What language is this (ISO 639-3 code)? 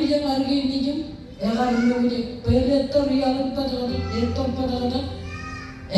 mah